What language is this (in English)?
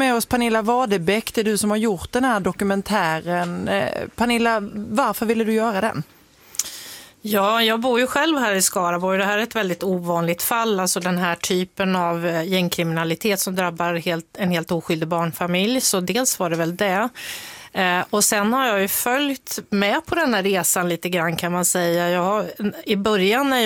Swedish